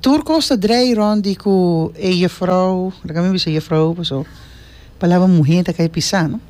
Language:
Papiamento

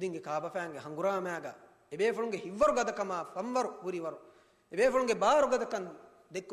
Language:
Divehi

